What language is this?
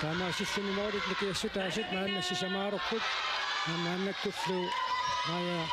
Kalaallisut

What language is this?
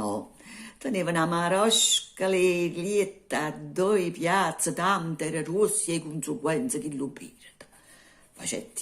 Neapolitan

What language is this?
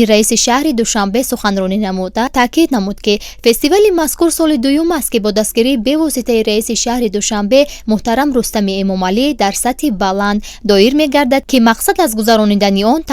Tajik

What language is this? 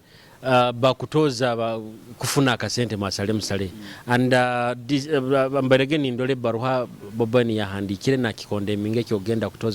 Nyoro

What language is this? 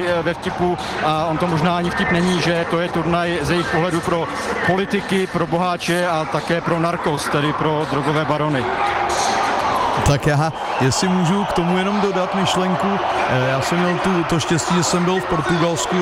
Czech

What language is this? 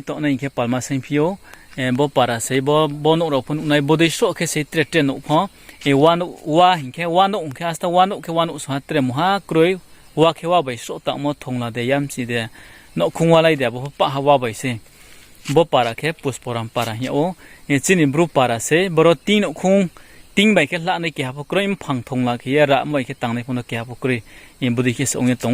Riang (India)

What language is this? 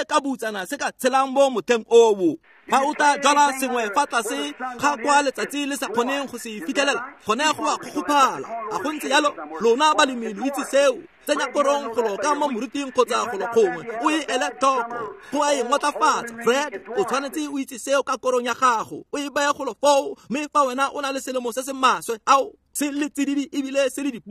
Tswana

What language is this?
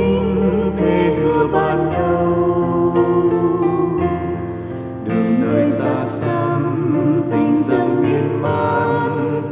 Vietnamese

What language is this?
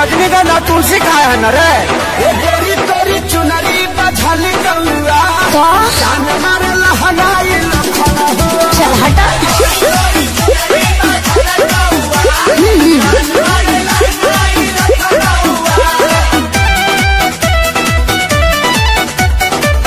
Bhojpuri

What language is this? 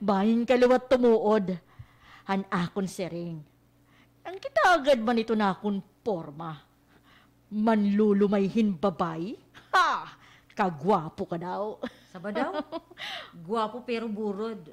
Waray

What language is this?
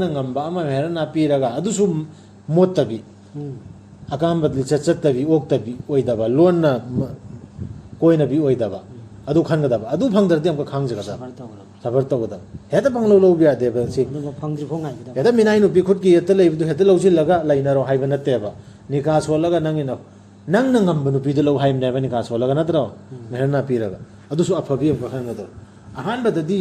Manipuri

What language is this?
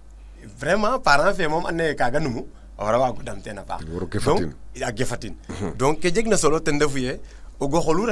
Serer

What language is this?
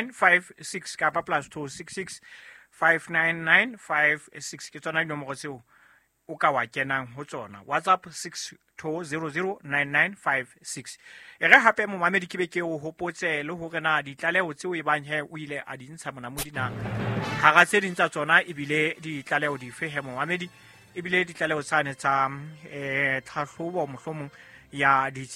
Southern Sotho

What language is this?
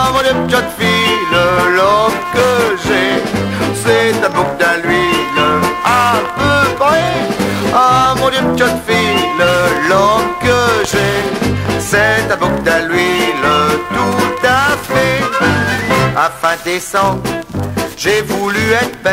Picard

